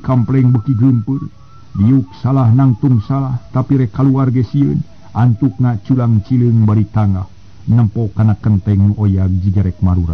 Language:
Sundanese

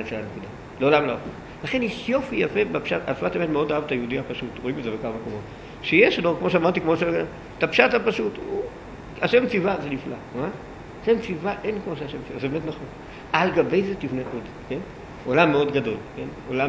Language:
Hebrew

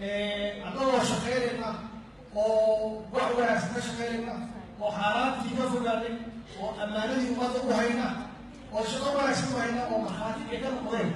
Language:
Somali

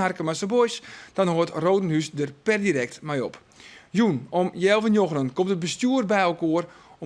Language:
Western Frisian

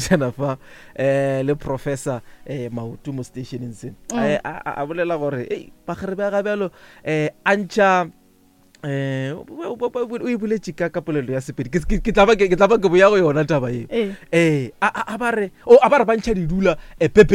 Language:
Northern Sotho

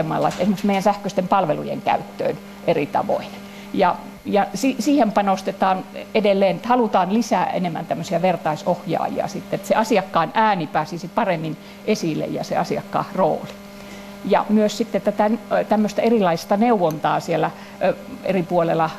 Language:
Finnish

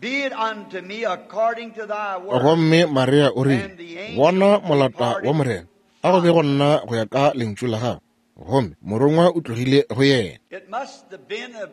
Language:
Northern Sotho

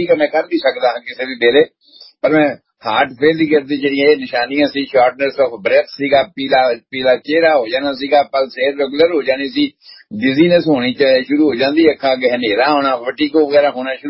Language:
Punjabi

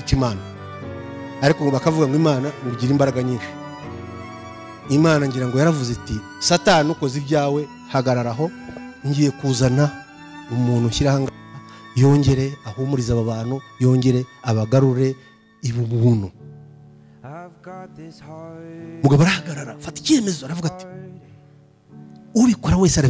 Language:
Kinyarwanda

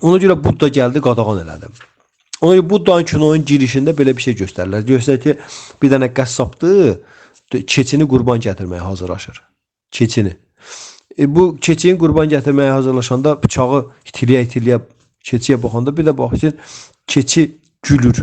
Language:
Azerbaijani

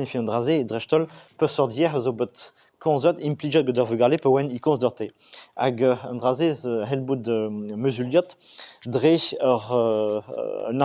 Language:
Breton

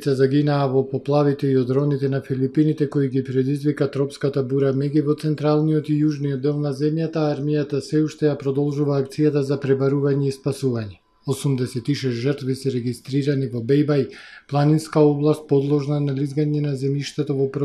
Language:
Macedonian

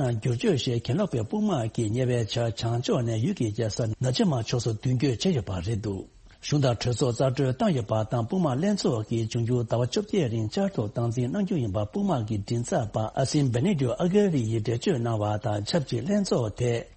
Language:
Tibetan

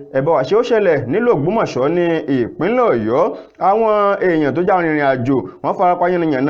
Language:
Yoruba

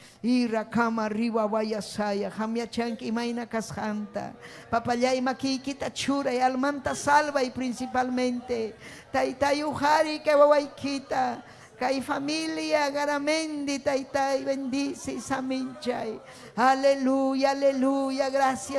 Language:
Ayacucho Quechua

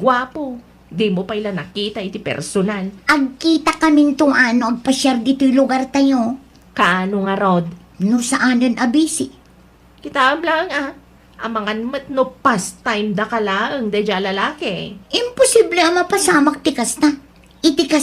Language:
Iloko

